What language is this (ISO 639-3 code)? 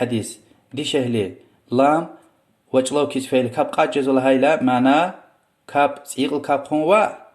lez